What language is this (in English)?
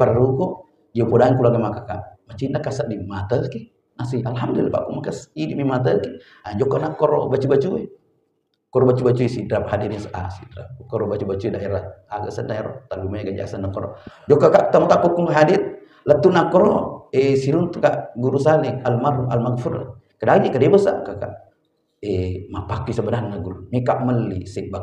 Buginese